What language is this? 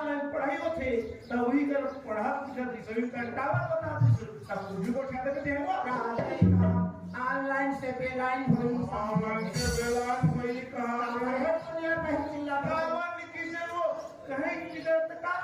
Chhattisgarhi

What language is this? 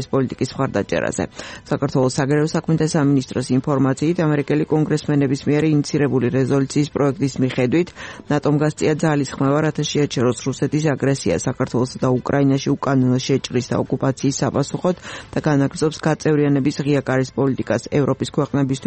Georgian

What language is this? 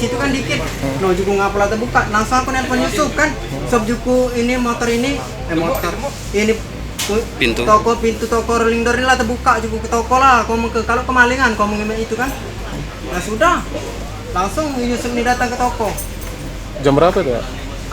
Musi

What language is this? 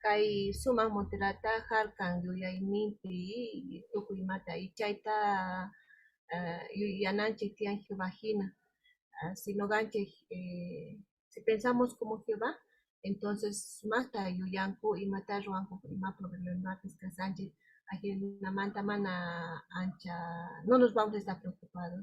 South Bolivian Quechua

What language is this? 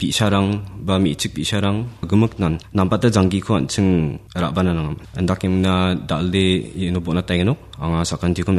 Garo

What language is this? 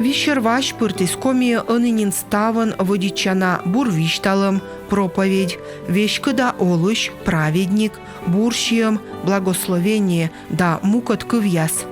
Komi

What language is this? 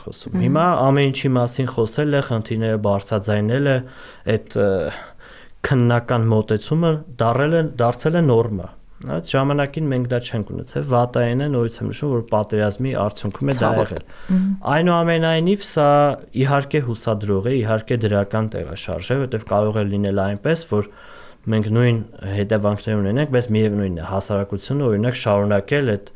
Armenian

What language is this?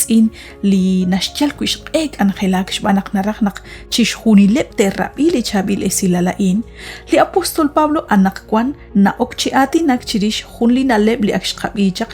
Kekchí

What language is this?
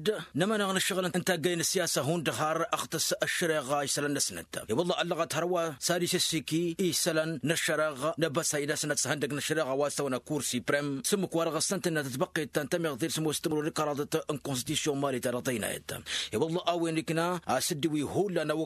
Tamasheq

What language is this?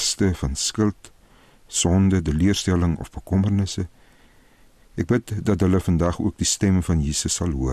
Afrikaans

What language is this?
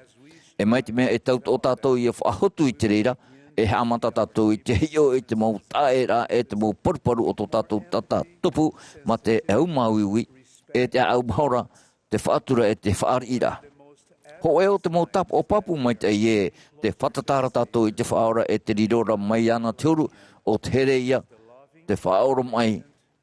Tahitian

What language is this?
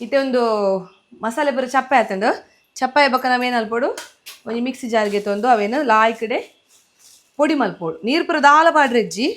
Tulu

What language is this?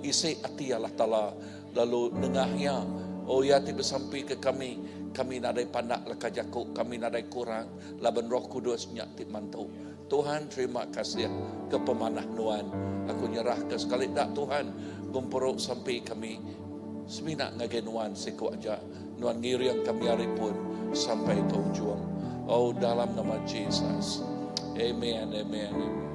Iban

